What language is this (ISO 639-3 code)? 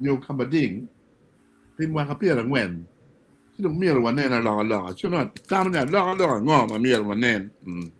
ach